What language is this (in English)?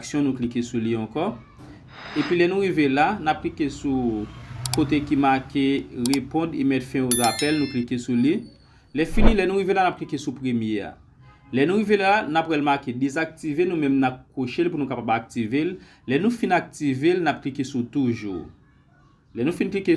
Haitian Creole